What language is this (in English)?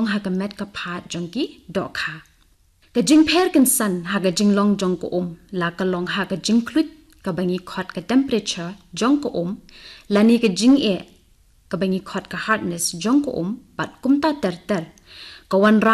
Khasi